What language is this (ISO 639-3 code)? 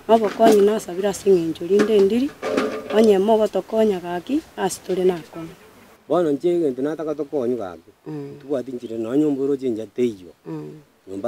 guz